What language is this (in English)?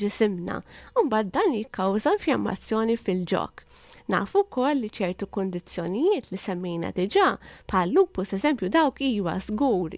Maltese